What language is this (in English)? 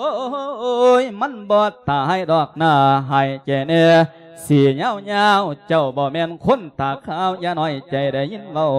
Lao